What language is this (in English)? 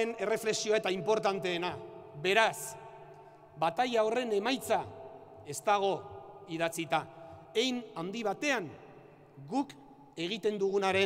Basque